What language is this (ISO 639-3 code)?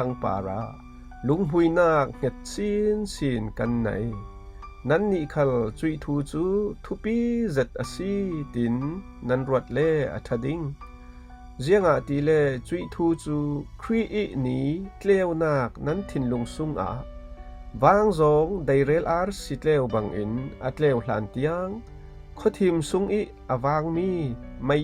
cfm